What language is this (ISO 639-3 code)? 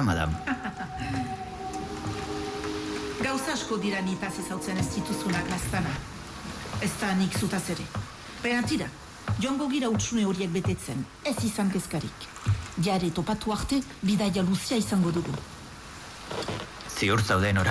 eus